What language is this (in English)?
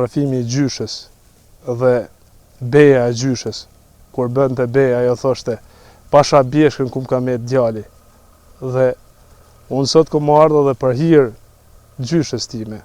Albanian